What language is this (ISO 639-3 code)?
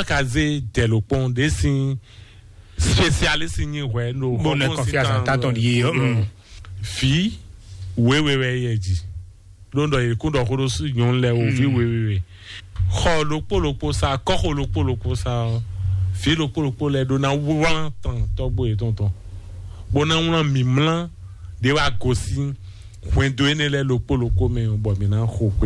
fon